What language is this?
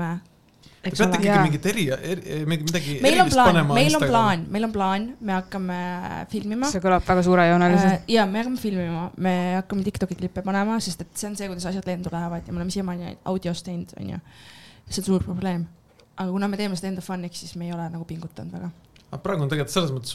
Estonian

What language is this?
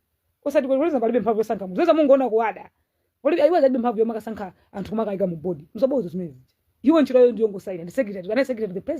Nyanja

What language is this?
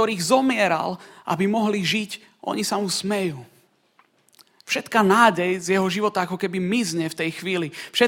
Slovak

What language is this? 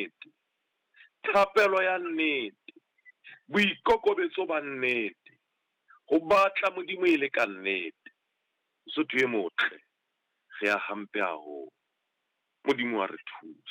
Southern Sotho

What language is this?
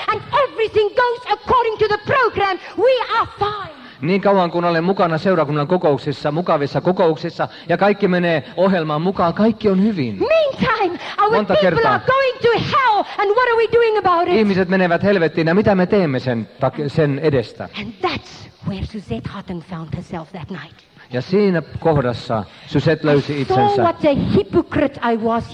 Finnish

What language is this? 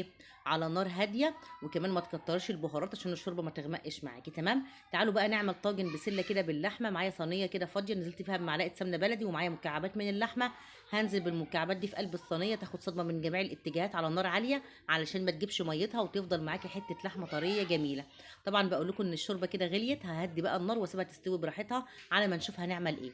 Egyptian Arabic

